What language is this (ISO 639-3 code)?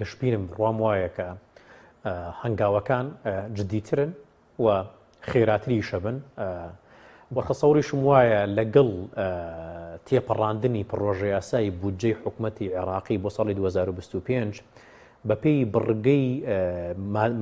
ckb